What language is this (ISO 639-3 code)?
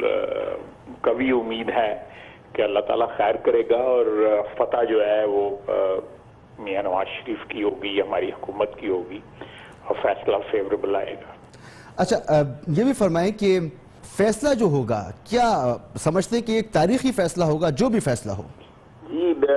urd